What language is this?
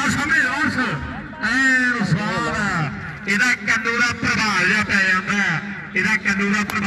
Punjabi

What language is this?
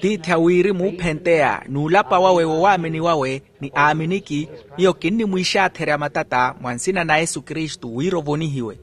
Makhuwa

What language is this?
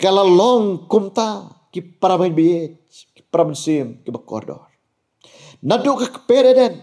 Khasi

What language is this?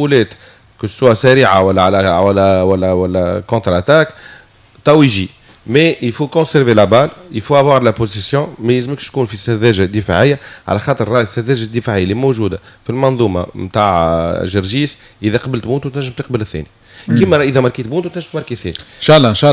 Tunisian Arabic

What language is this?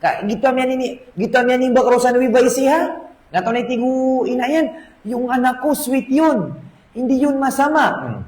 Maranao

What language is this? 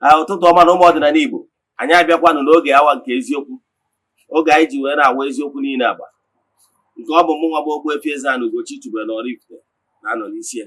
Igbo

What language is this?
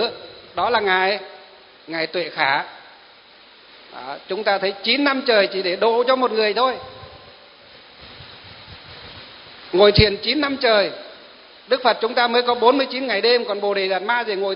Vietnamese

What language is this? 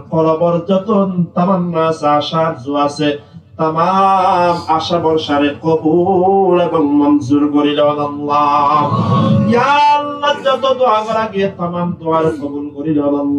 Rohingya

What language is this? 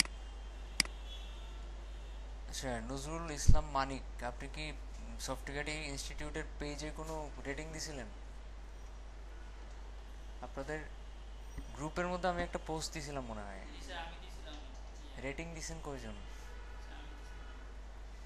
Bangla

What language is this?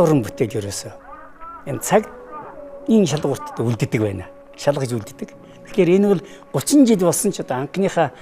Mongolian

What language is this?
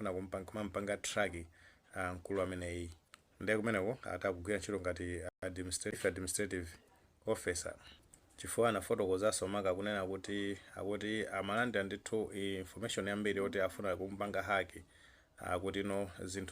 Nyanja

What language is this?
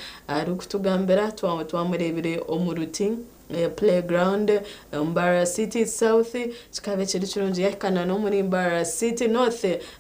Nyankole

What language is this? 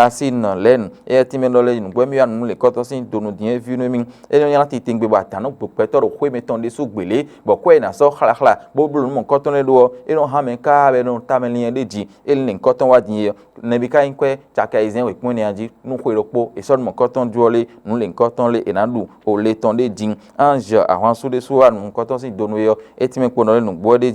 Fon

